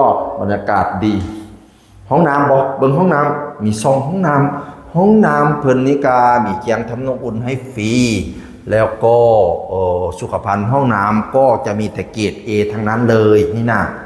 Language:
Northeastern Thai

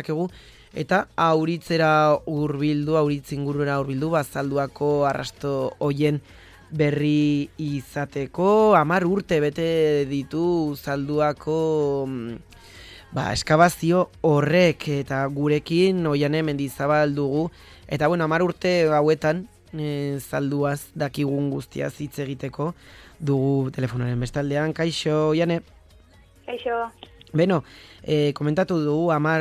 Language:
Basque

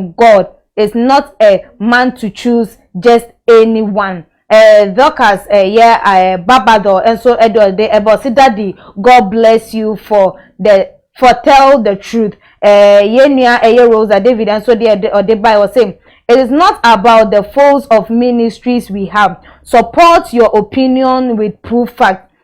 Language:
Akan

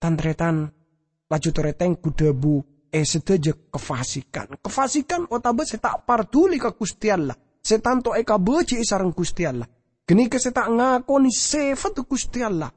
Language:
Madurese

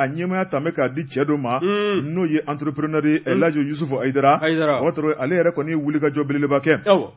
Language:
Bambara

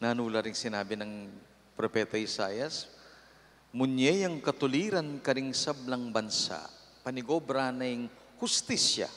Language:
Pampanga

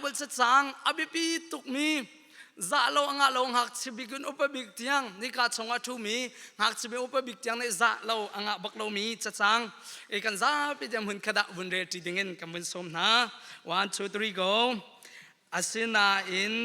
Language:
Hakha Chin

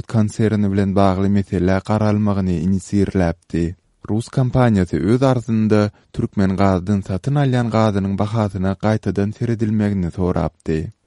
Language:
Turkmen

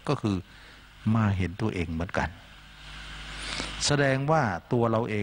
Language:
Thai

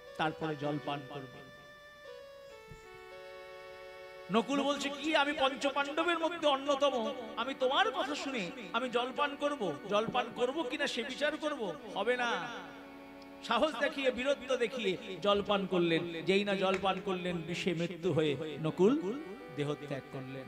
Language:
Bangla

